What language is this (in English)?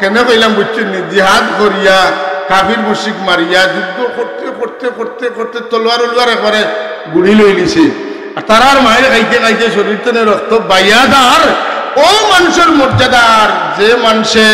Sylheti